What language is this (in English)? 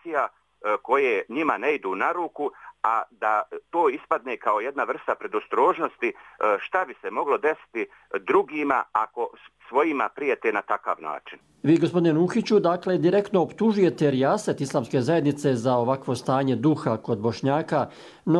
Bosnian